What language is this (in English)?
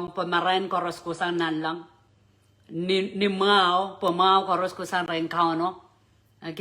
Pohnpeian